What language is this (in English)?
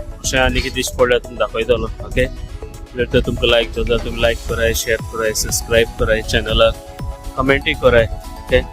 Konkani